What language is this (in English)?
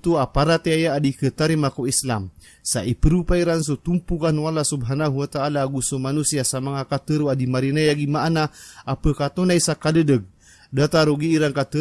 Maranao